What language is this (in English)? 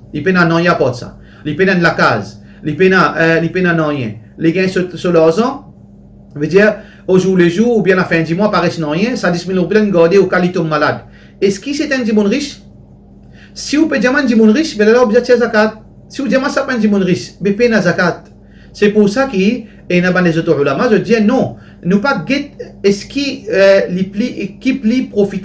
Morisyen